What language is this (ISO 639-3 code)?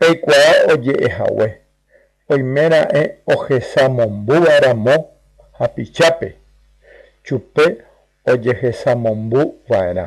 grn